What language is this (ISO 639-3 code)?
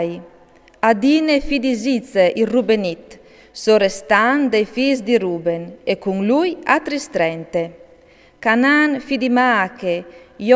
fur